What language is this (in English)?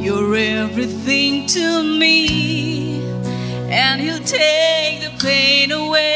Tangkhul Naga (India)